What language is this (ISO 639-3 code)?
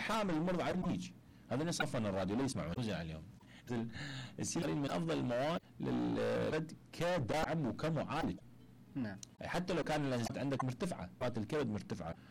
acm